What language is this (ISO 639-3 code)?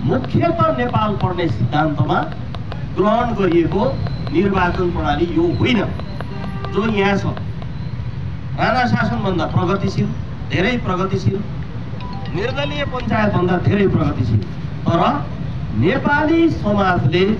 nep